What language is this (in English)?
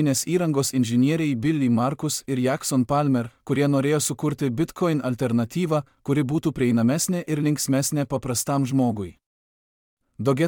Lithuanian